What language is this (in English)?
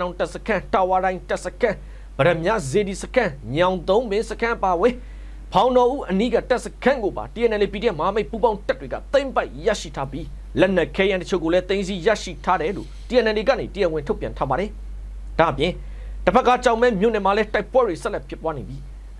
Burmese